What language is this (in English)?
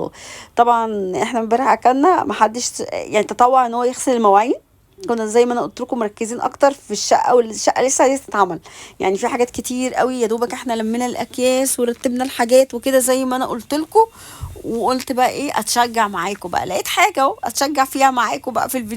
Egyptian Arabic